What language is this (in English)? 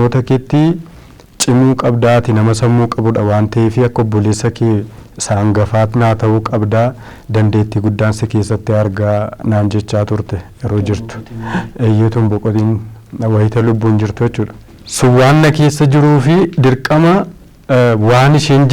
Oromo